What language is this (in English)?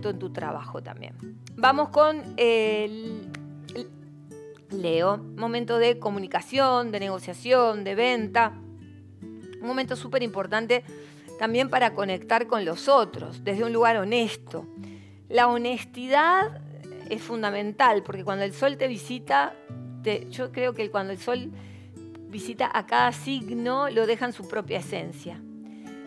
Spanish